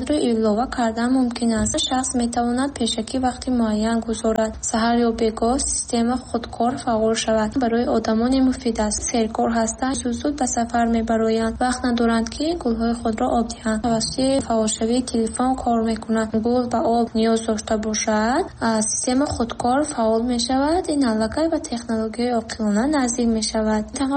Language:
Tajik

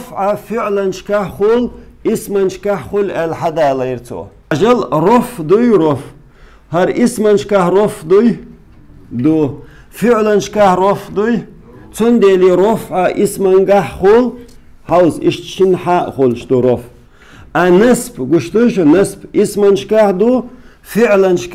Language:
Chechen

